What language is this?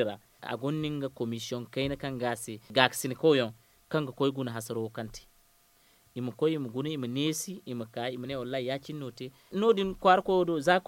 Zarma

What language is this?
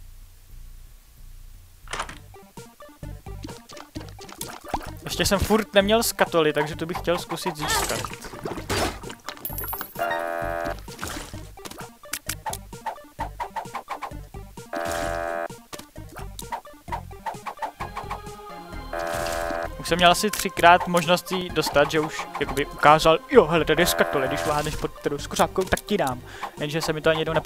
Czech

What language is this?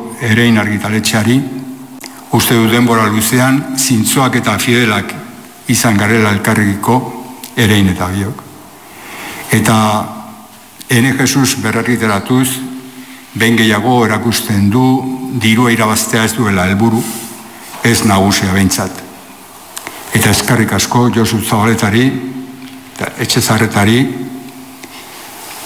Basque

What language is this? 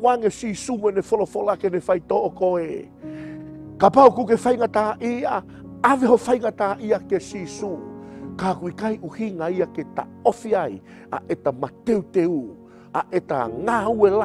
Tongan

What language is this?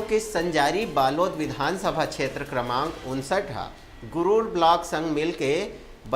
Chhattisgarhi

